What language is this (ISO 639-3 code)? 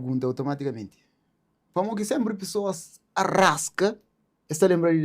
kea